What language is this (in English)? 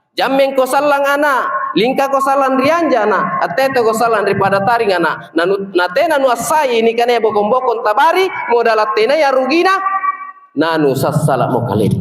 Makasar